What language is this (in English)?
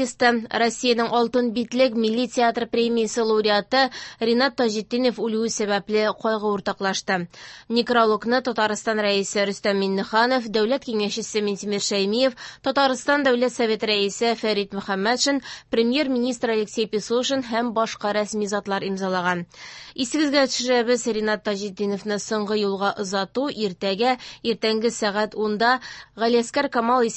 Tatar